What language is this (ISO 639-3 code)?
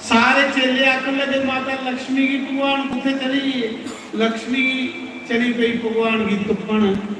doi